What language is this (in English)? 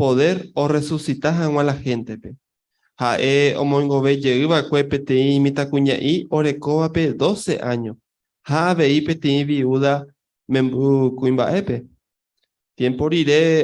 Guarani